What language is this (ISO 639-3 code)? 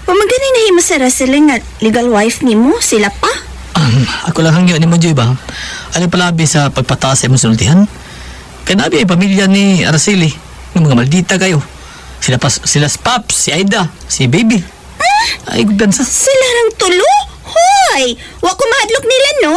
ceb